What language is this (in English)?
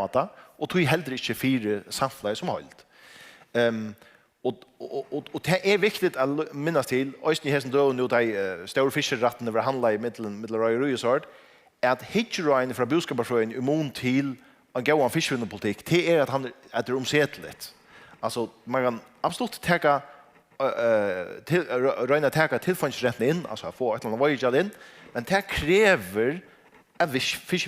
Faroese